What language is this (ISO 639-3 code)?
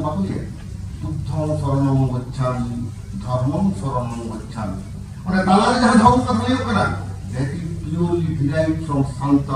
sat